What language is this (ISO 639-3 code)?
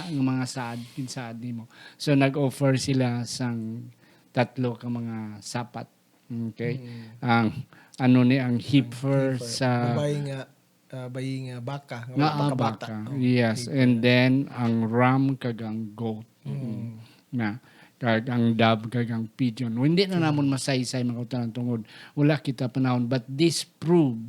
hil